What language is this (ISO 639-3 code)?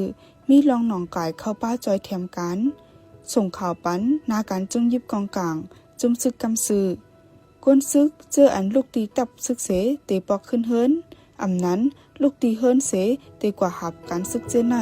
shn